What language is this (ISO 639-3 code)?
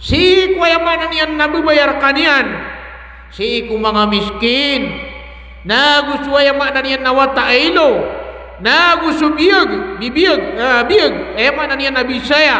mrw